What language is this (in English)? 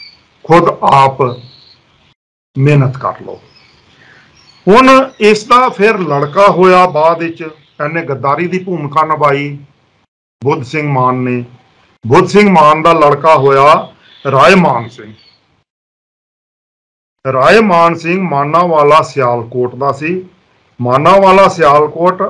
Punjabi